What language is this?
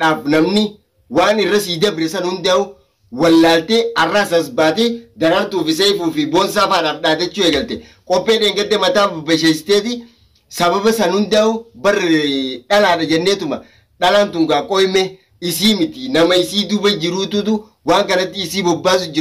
Oromo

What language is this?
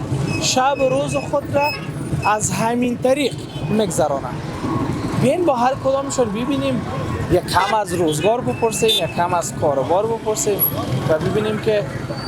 Persian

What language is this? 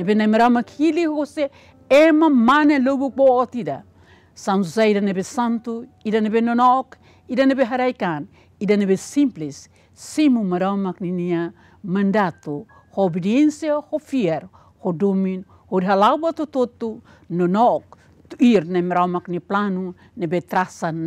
Tetum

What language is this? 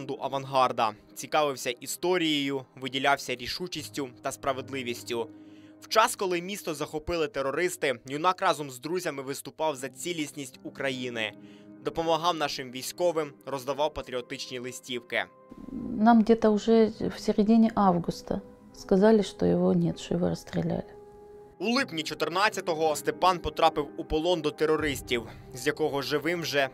Ukrainian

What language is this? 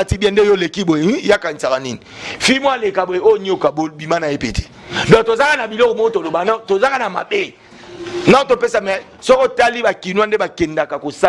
Lingala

